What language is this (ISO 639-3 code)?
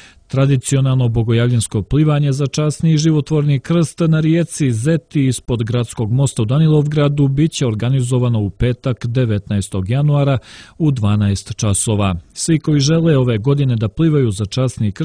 srp